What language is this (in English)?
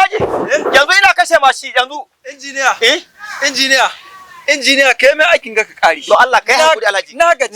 Hausa